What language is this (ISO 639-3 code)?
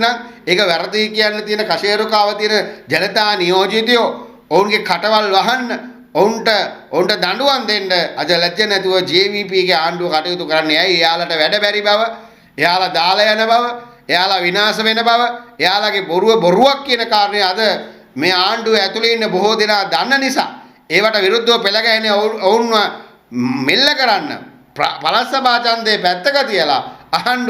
sin